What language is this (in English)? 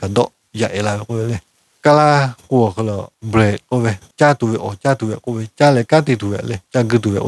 Lahu